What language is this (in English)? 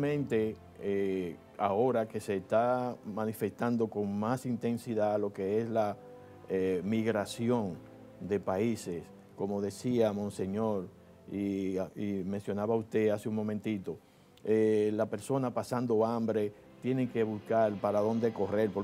Spanish